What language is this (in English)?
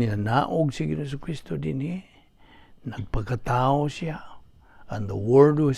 Cebuano